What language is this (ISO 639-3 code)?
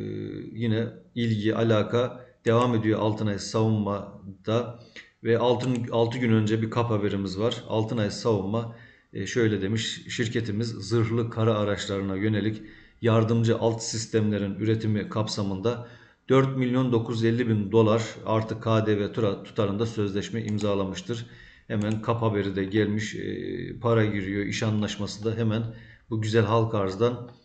tur